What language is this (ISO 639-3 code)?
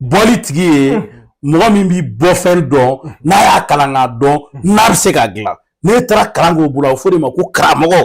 bam